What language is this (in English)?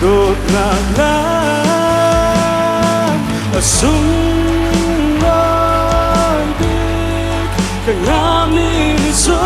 Hakha Chin